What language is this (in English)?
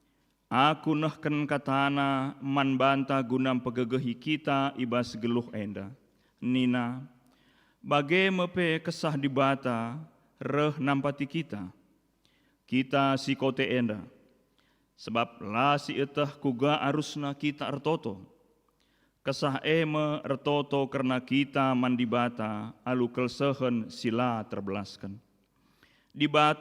Batak Karo